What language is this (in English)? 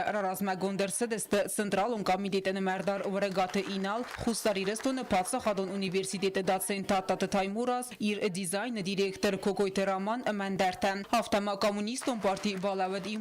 Ossetic